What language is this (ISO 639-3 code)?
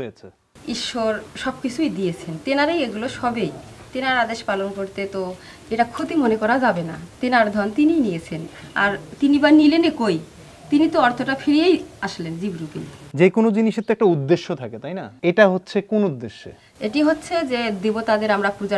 ben